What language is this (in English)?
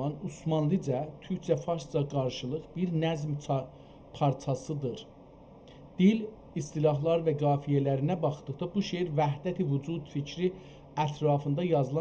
South Azerbaijani